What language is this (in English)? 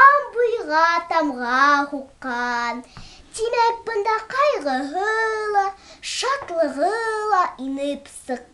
Bashkir